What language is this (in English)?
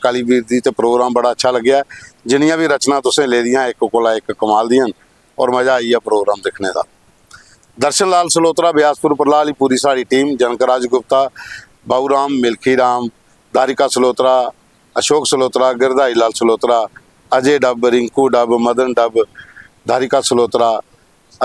Dogri